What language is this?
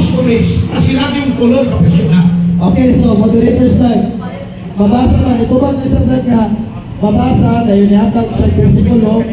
Cebuano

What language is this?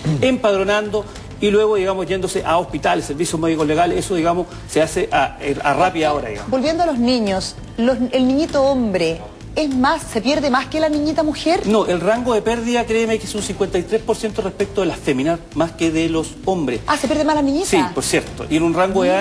Spanish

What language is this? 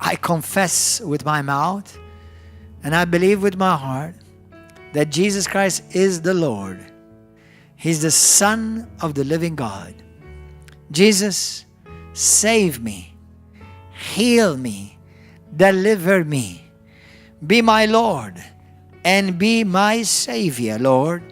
English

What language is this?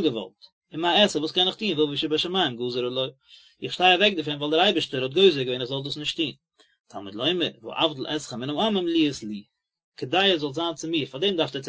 Yiddish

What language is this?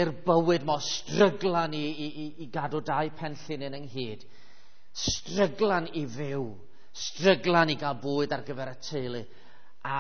Welsh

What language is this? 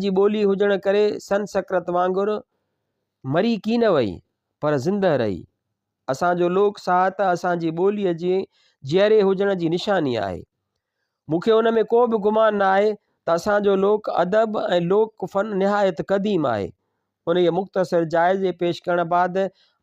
Sindhi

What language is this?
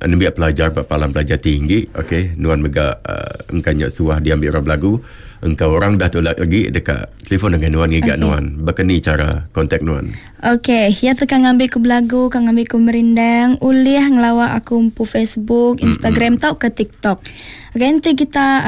Iban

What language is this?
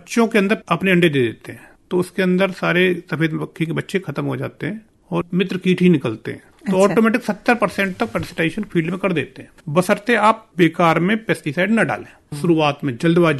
Hindi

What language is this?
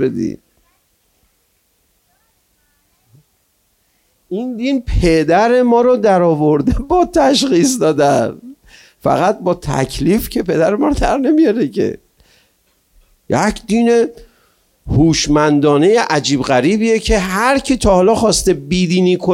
Persian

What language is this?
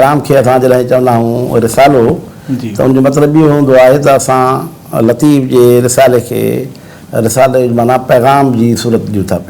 Sindhi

